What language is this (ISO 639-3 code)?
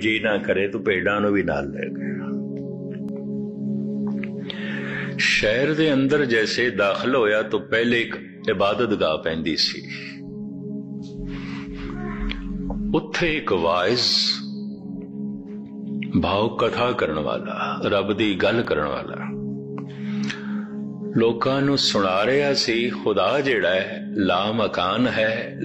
pan